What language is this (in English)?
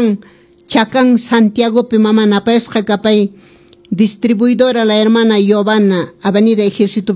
Quechua